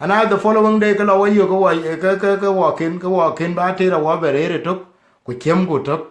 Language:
Dinka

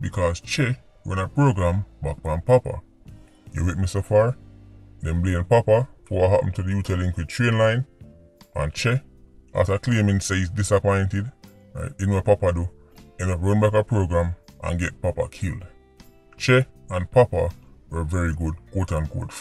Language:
Jamaican Creole English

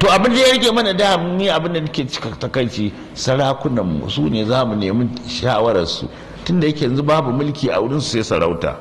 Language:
Hausa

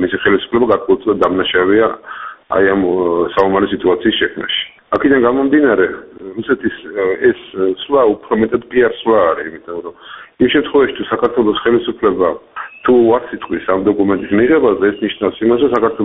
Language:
Georgian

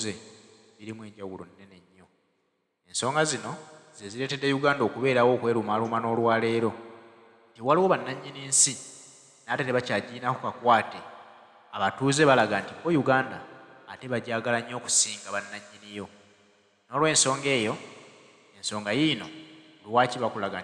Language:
Ganda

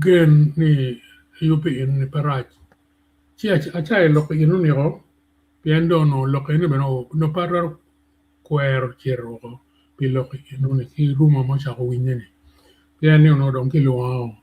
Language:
Acoli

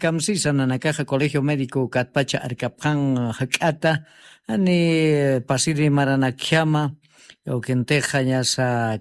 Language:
Aymara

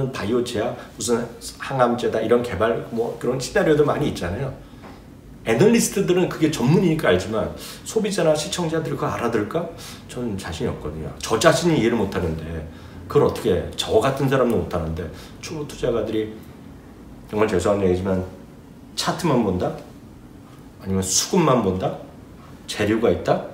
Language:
Korean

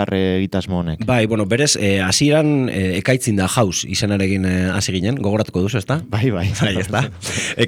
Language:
Basque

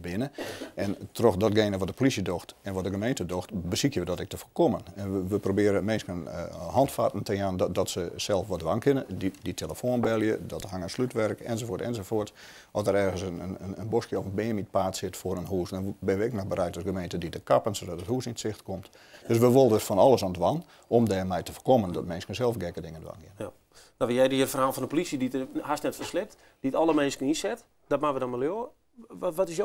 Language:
Western Frisian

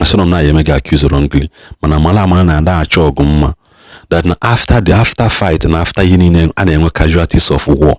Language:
Igbo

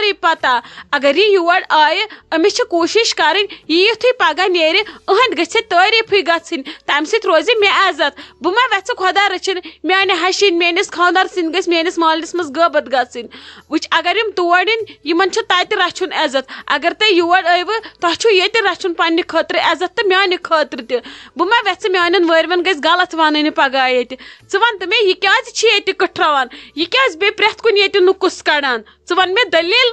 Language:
Kashmiri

